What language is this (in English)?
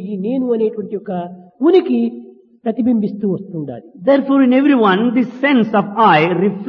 Telugu